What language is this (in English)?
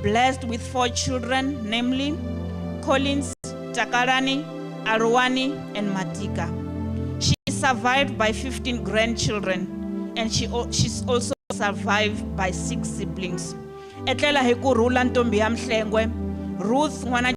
Venda